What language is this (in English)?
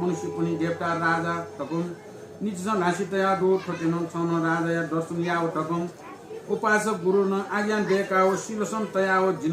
Newari